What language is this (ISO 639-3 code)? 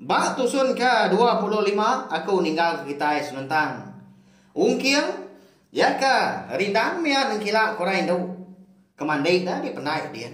iba